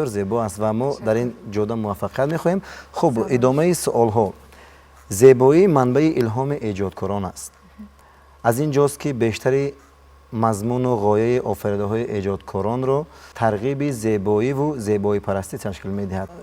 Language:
Tajik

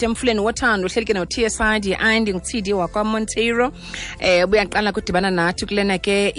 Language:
Xhosa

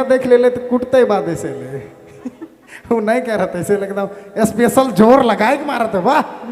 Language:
Sadri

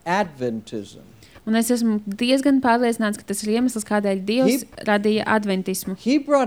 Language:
Latvian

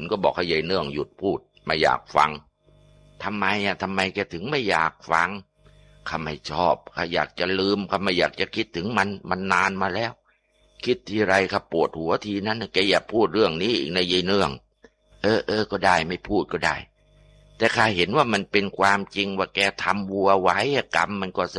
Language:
Thai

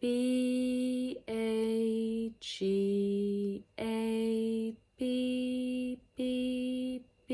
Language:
Irish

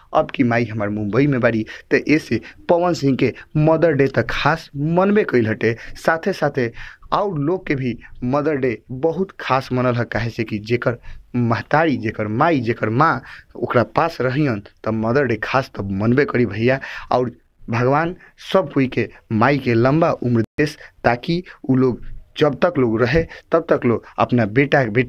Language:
Bhojpuri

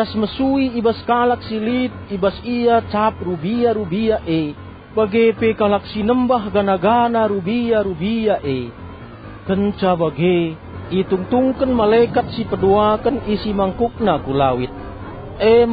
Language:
Batak Karo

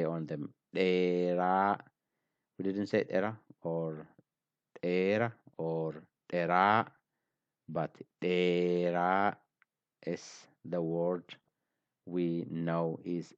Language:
English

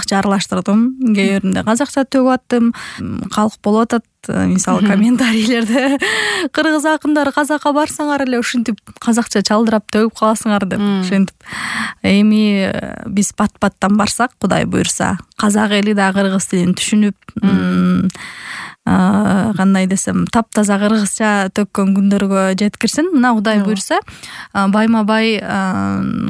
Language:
Kyrgyz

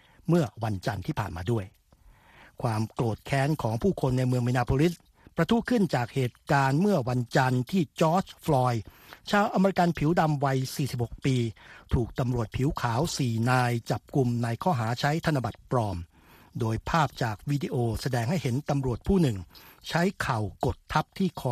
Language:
Thai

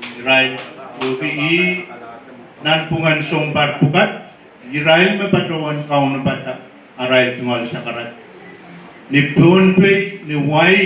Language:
Pohnpeian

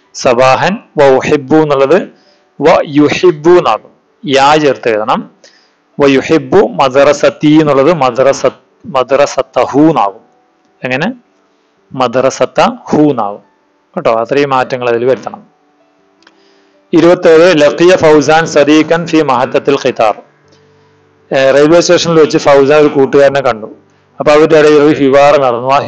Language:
Malayalam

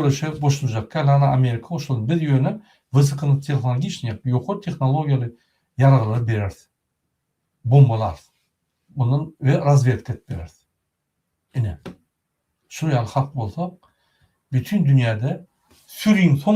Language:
Turkmen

